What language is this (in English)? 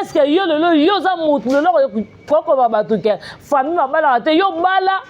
Lingala